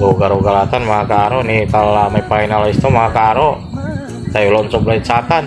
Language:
Pangasinan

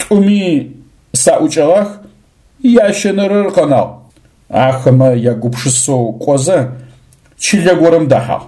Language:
Adyghe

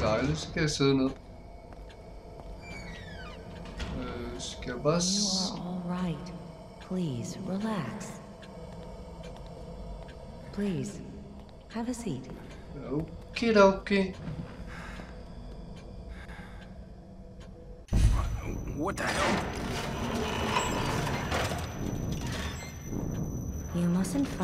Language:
Danish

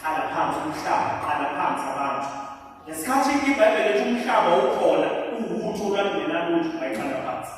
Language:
Zulu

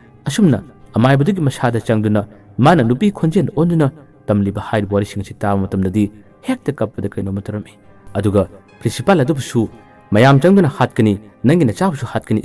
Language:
Manipuri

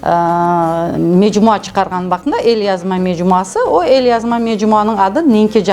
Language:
Crimean Tatar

